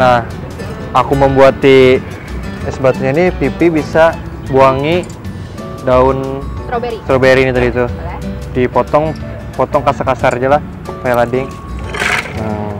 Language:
Banjar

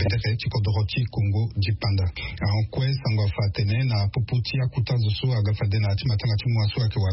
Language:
Sango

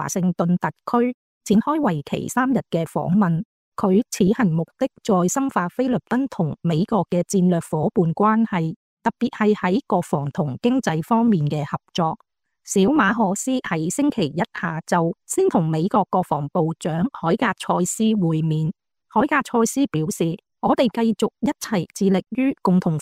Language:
Cantonese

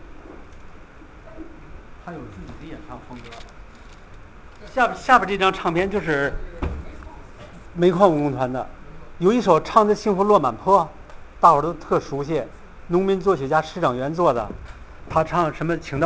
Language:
Chinese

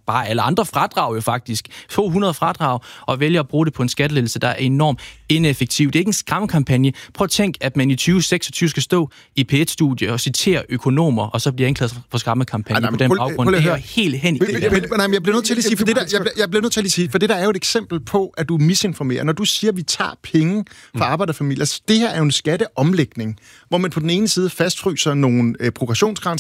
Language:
Danish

